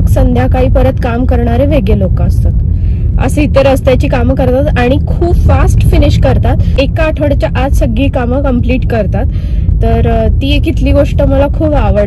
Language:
Marathi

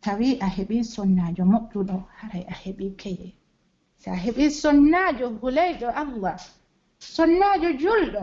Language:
Pular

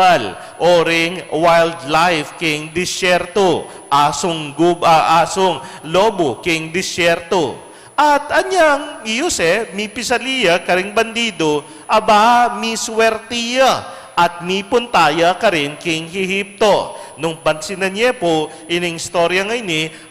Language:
Pampanga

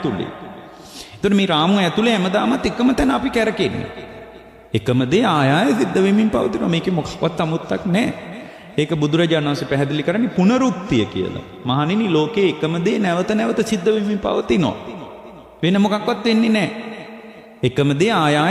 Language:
Sinhala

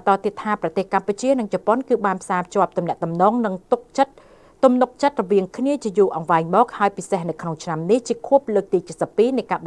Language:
Khmer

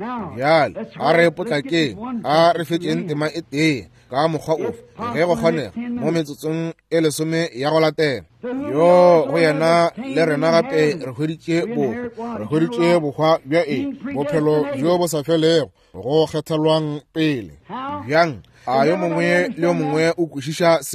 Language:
Northern Sotho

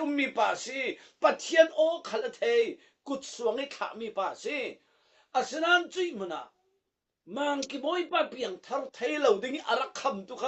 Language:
Falam Chin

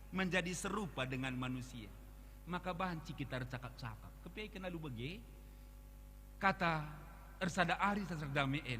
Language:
Batak Karo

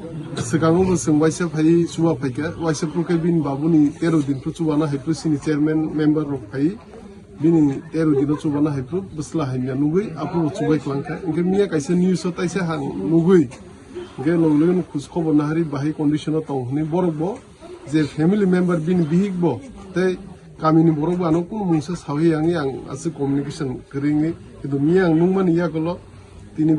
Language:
Kok Borok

